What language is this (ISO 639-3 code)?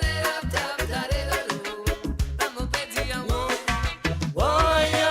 mfe